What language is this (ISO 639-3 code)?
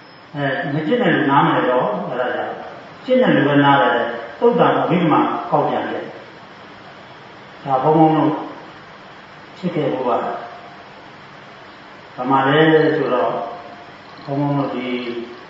mya